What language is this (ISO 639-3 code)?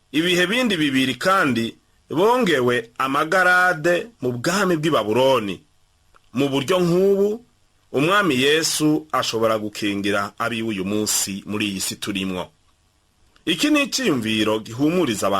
run